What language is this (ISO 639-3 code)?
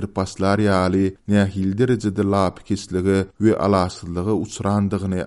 tuk